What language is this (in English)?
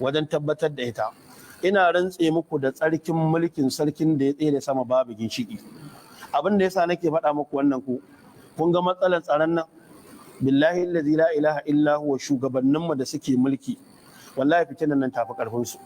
Hausa